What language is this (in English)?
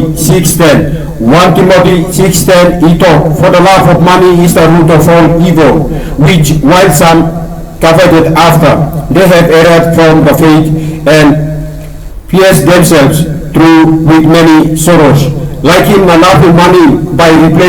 Tok Pisin